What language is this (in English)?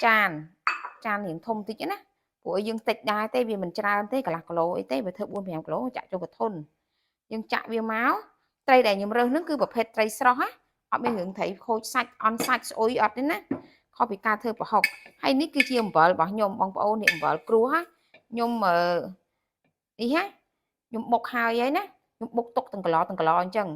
Khmer